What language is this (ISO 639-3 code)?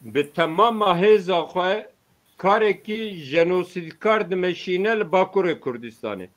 kur